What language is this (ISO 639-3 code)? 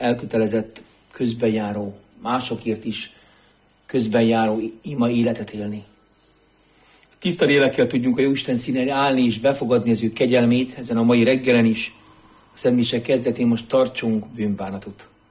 hun